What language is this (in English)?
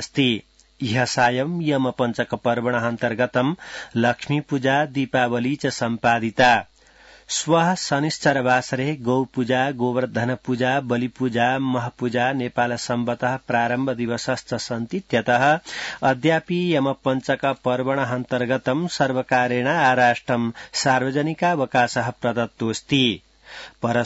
Sanskrit